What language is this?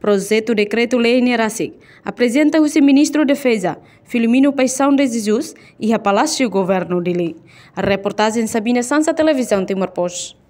Tetum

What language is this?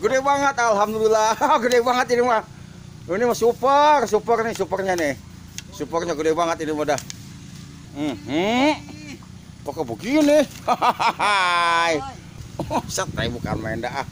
Betawi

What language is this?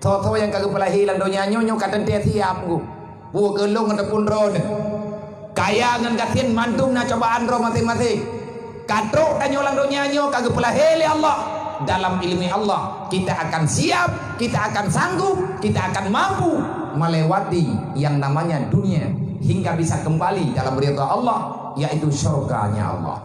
Achinese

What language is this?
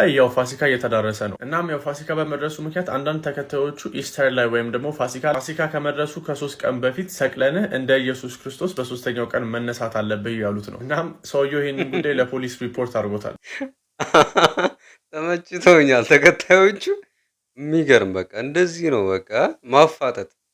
Amharic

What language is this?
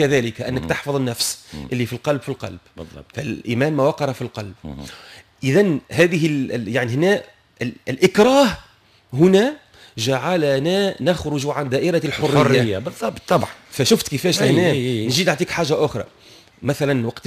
Tunisian Arabic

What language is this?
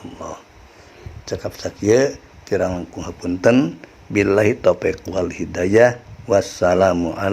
Sundanese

